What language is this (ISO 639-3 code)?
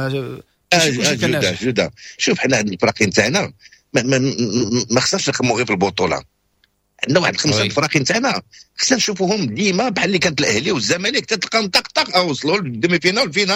ary